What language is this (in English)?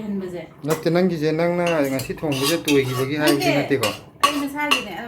Manipuri